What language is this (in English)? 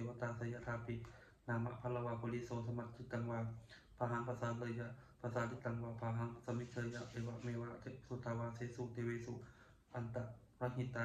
Pali